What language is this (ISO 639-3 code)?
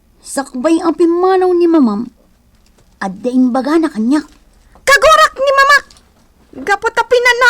ilo